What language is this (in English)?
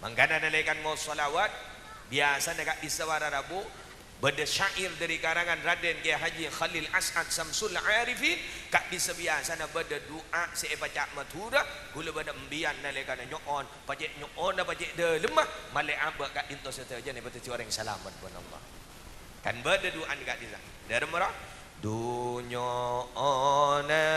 Madurese